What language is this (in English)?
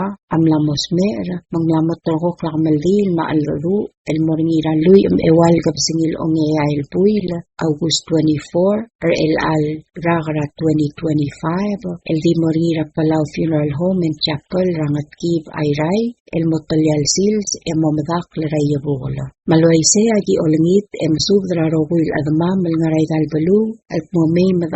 Palauan